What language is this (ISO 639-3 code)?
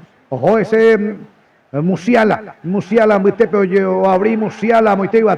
grn